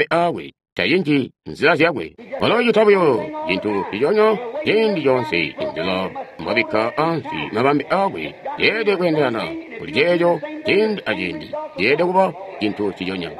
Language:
Tonga (Zambia)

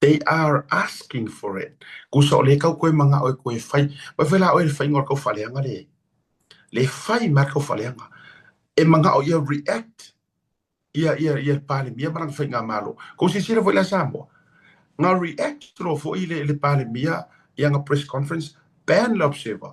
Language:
Samoan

